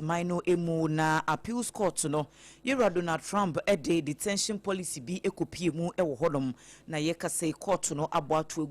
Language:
Akan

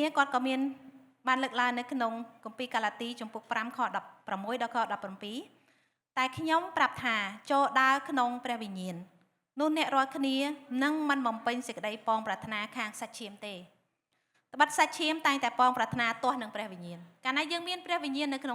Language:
Khmer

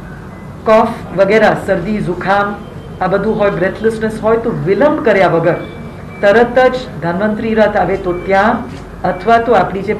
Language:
Gujarati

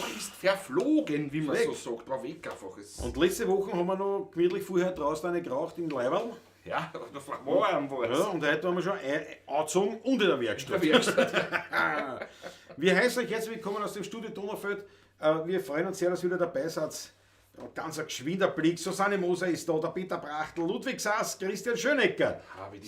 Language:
Bavarian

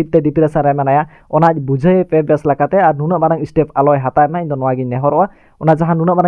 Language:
Santali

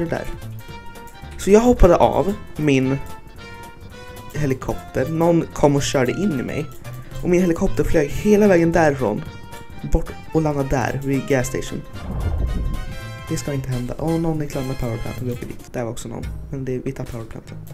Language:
Swedish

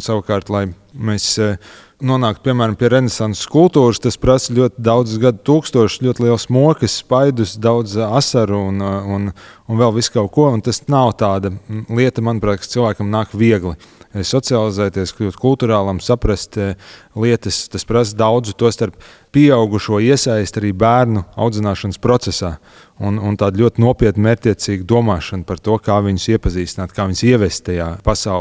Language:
Latvian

